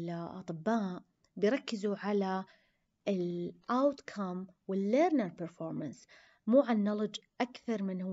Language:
Arabic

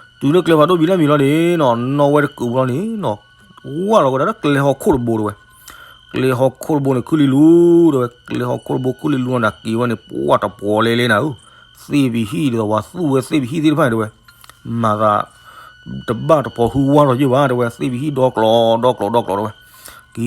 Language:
S'gaw Karen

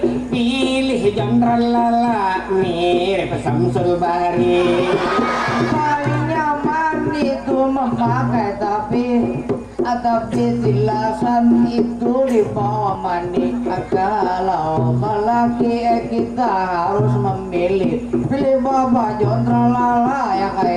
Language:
Banjar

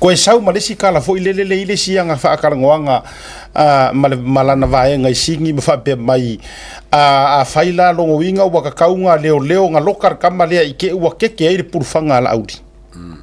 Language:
Samoan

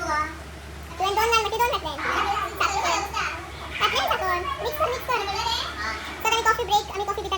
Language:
Konkani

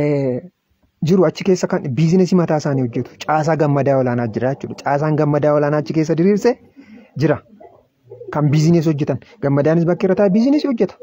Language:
Oromo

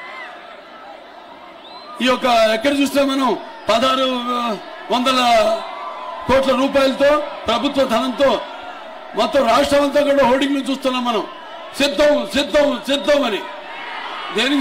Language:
Telugu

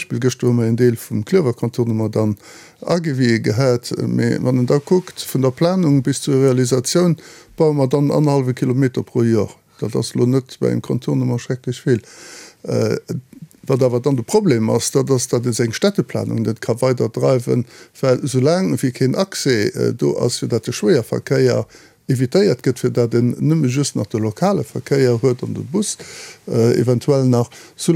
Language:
Luxembourgish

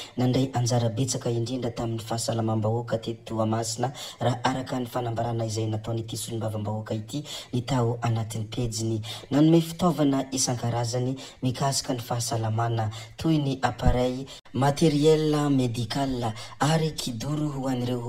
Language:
Malagasy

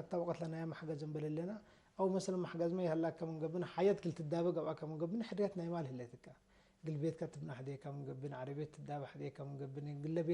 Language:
Tigre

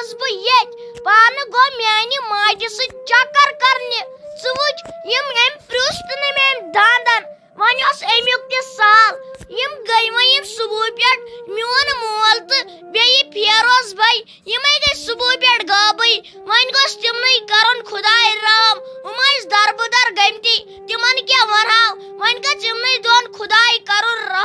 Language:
Kashmiri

